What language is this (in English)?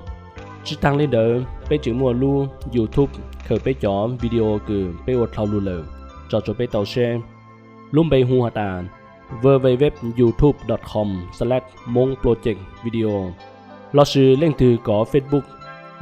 Hmong